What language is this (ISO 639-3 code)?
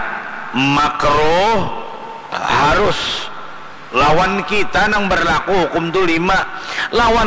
bjn